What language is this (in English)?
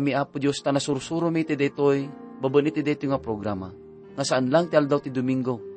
Iloko